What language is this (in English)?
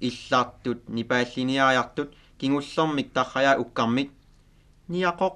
Kalaallisut